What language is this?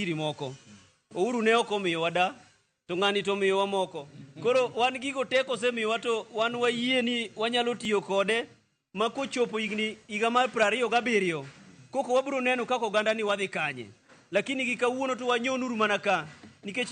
Luo (Kenya and Tanzania)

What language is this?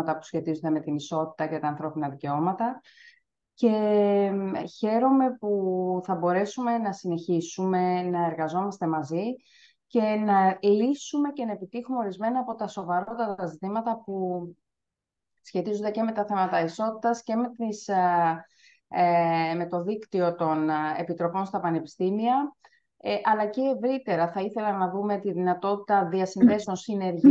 Greek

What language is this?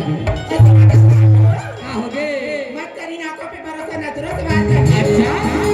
Chhattisgarhi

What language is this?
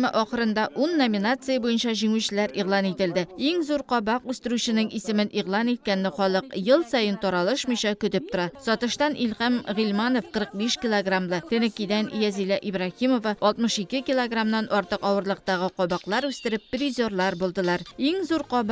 Tatar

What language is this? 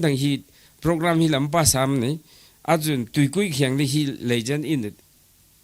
Tangkhul Naga (India)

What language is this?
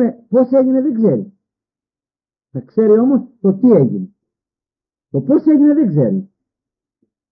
Greek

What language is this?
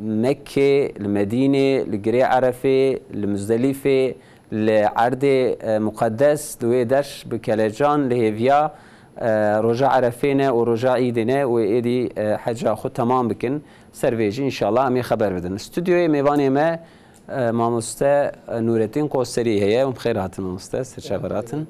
Kurdish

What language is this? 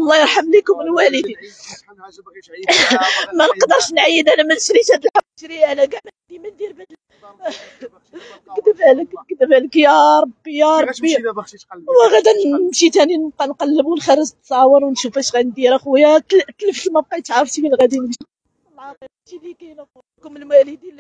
Moroccan Arabic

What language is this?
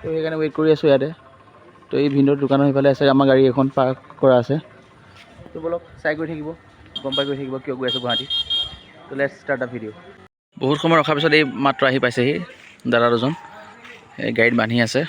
Assamese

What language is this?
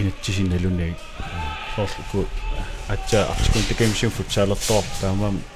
Kalaallisut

